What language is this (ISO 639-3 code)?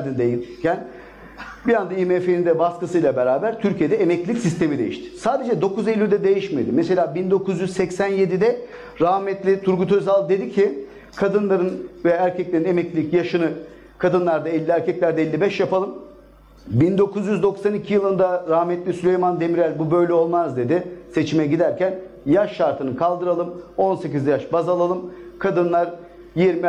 tur